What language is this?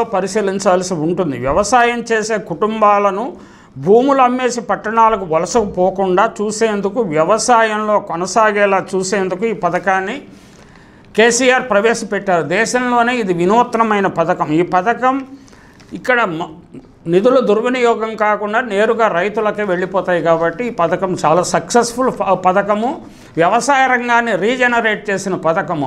Telugu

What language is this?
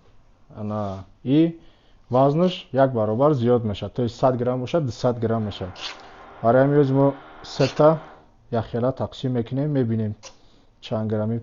Tajik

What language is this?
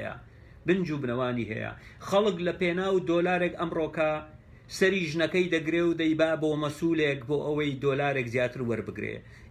Central Kurdish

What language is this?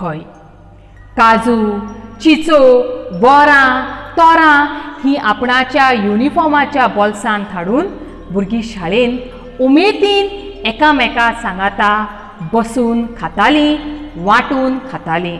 Konkani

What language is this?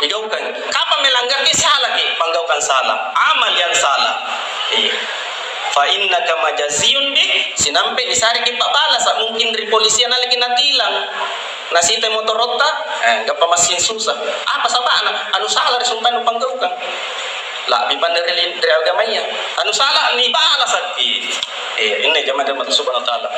Makasar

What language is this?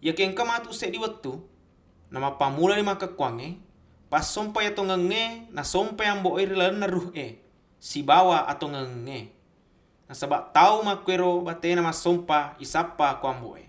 Buginese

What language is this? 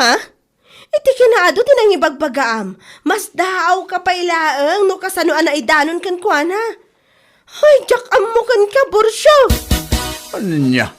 Iloko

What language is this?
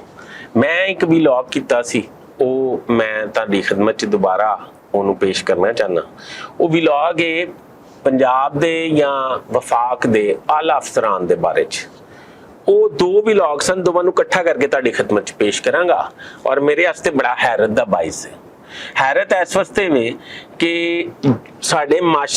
Western Panjabi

